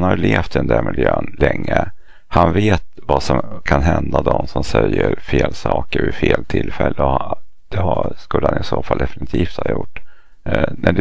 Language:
Swedish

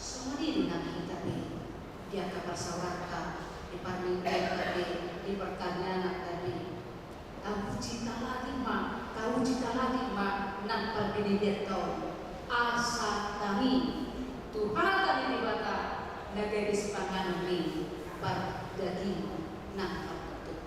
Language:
Batak Toba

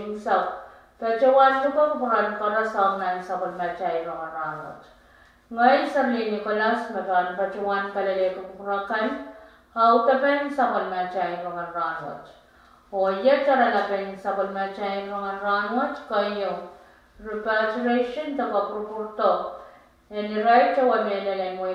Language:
Pohnpeian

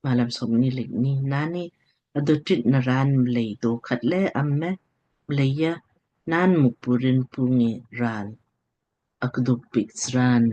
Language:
Lamkang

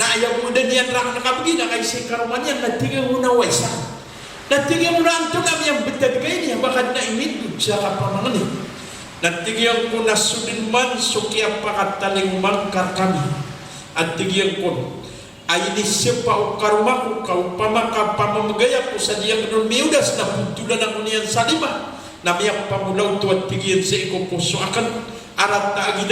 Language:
Maranao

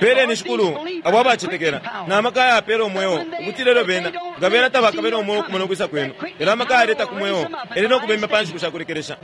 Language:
Bemba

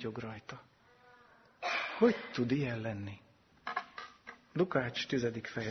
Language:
Hungarian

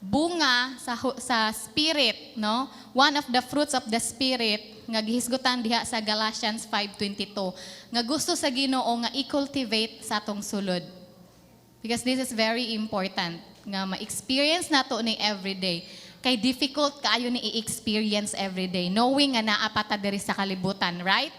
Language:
Cebuano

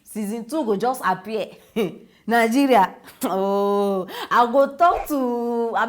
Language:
Nigerian Pidgin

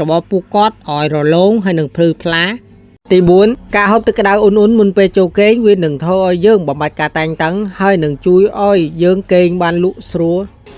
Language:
Khmer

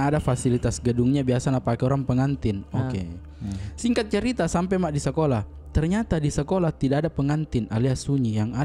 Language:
Makassar Malay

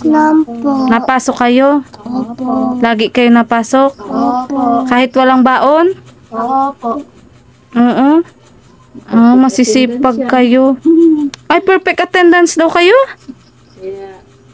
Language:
Filipino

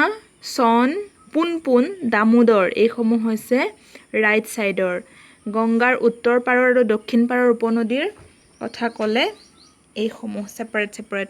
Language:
Assamese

